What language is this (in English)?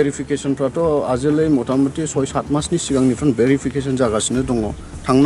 Bodo